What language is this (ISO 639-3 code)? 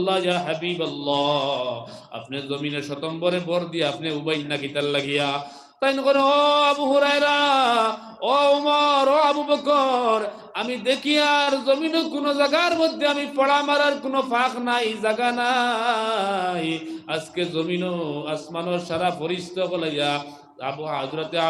syl